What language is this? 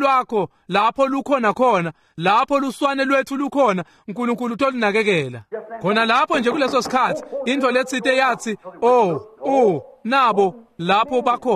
Swati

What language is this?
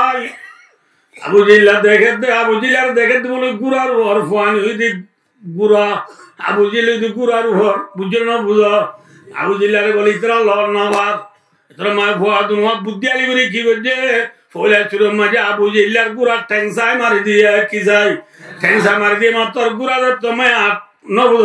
Rohingya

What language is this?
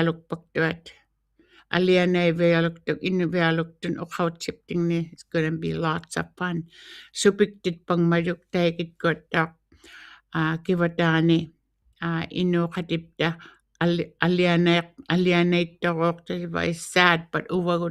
Western Canadian Inuktitut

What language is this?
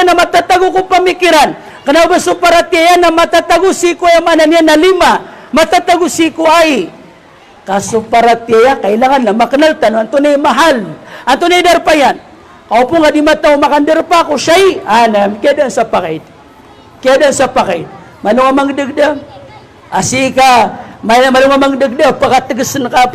Maranao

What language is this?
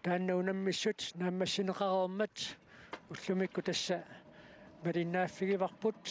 Kalaallisut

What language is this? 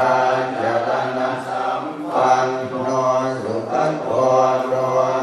Pali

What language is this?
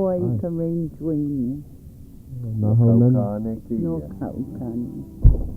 Hawaiian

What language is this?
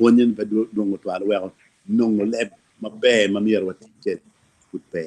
Acoli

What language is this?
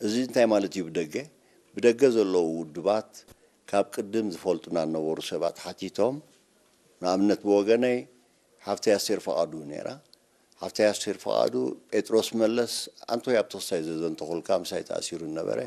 Tigrinya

